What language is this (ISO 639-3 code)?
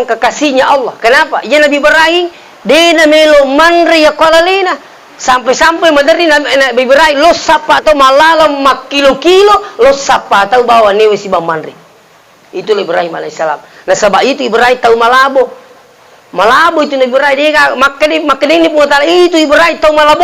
bug